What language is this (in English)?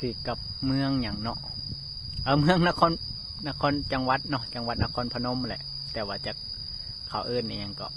Lao